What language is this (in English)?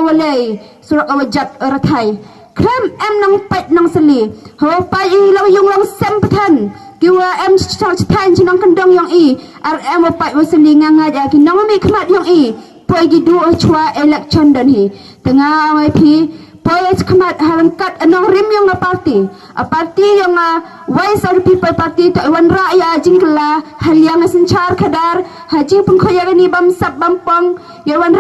Khasi